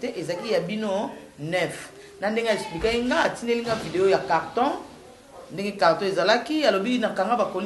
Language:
Lingala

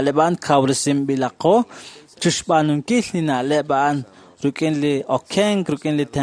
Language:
Kekchí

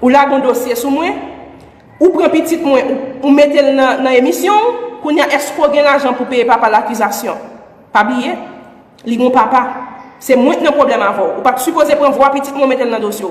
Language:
Haitian Creole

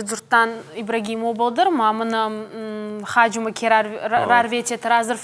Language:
Ossetic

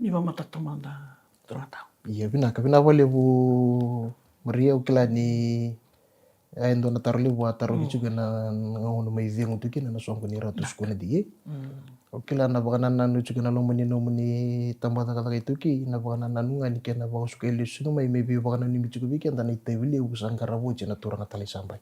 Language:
Fijian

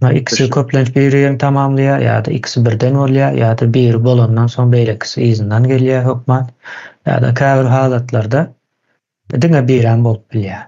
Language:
Turkmen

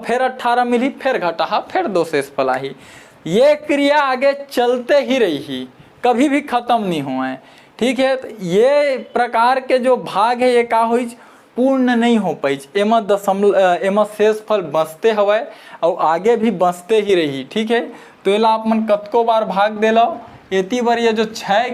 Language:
Chhattisgarhi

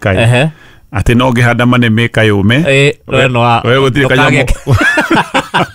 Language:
Kikuyu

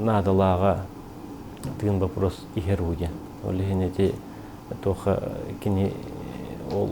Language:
Yakut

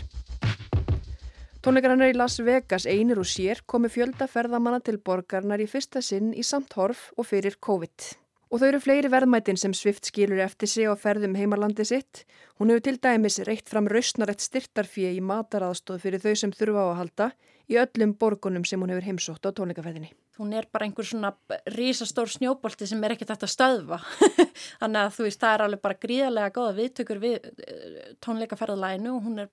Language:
Icelandic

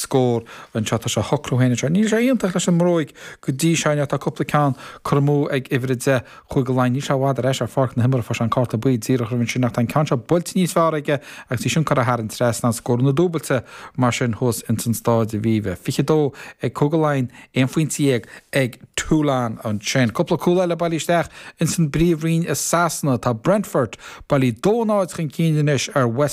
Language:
Irish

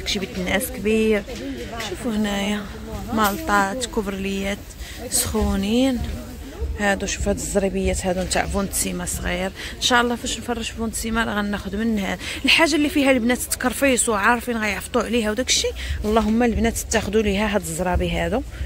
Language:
Moroccan Arabic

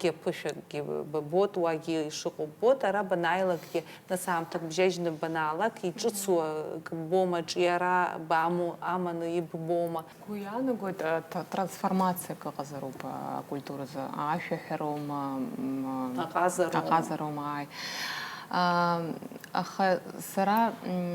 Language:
Abkhazian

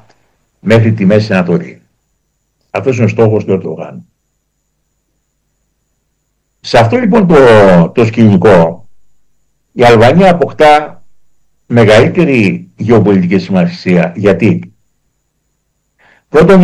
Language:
Greek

